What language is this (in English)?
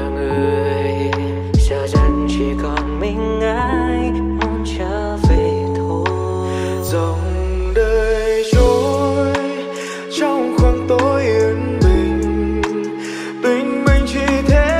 Vietnamese